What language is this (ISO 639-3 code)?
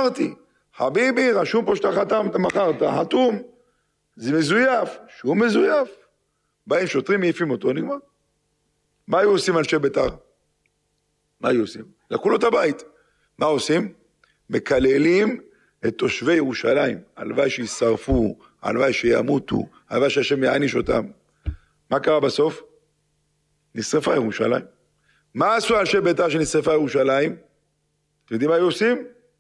heb